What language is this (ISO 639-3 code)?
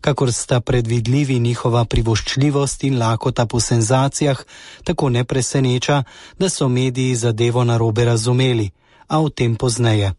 slv